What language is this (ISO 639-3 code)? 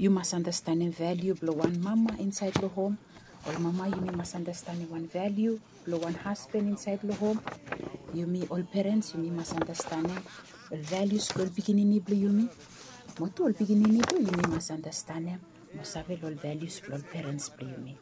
bis